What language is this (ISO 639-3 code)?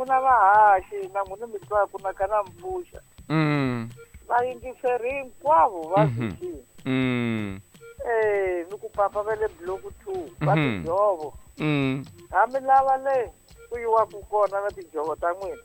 tso